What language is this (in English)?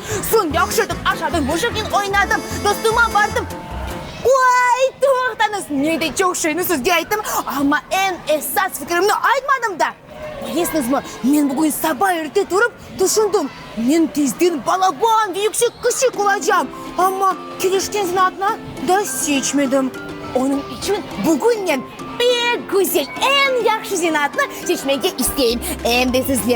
Crimean Tatar